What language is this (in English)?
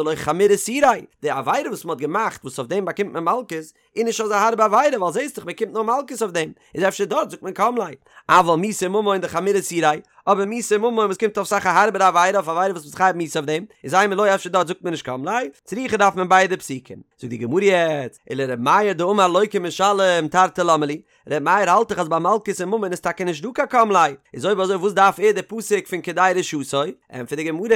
Yiddish